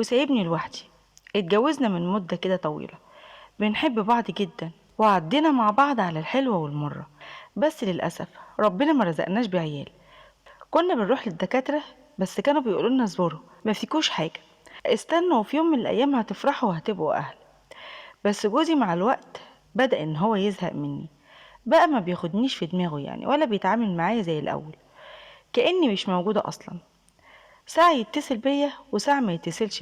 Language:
Egyptian Arabic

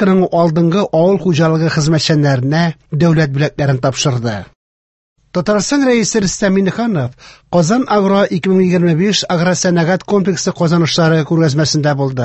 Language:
Tatar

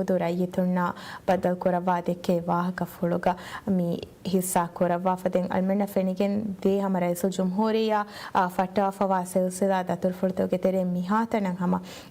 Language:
Divehi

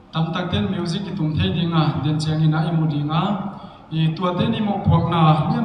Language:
Paite Chin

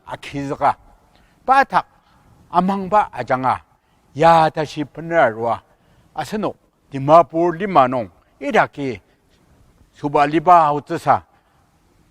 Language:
Ao Naga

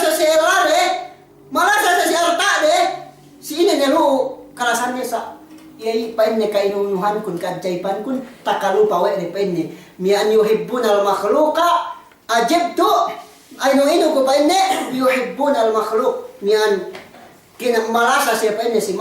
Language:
Yakan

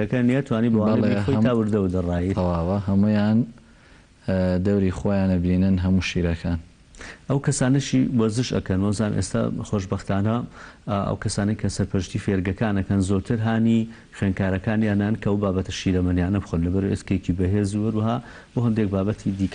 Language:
Central Kurdish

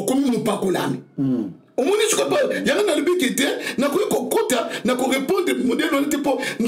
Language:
Lingala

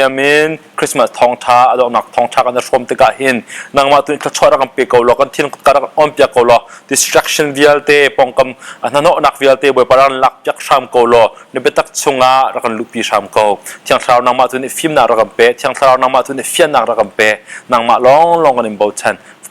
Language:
Hakha Chin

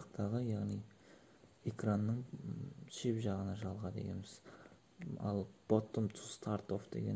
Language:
Kara-Kalpak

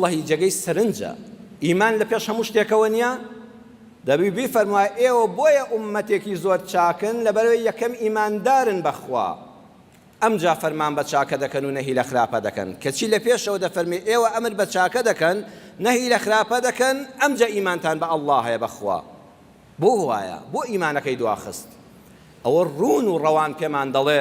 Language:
Central Kurdish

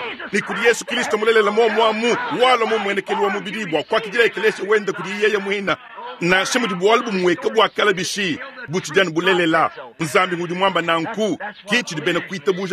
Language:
Luba-Lulua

